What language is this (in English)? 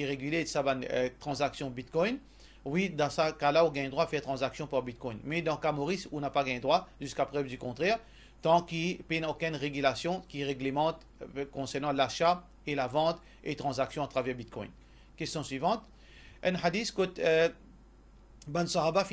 Morisyen